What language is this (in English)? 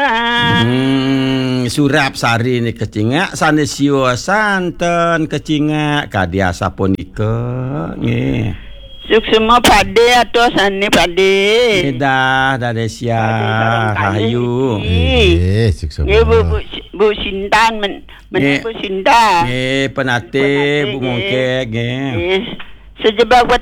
Balinese